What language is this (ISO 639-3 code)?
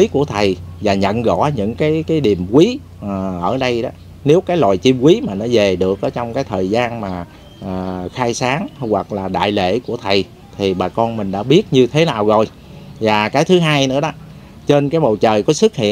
vie